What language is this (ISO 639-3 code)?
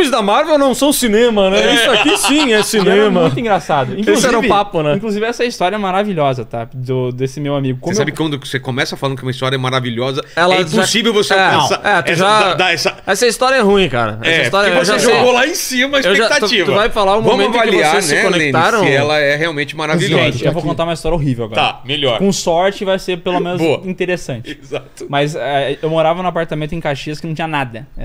por